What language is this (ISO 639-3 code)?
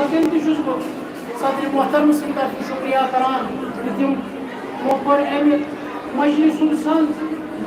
kas